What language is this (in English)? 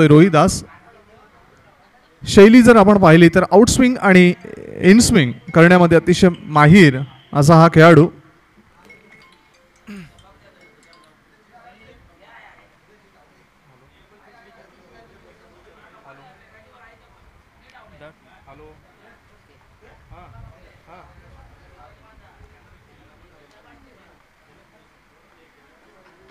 Marathi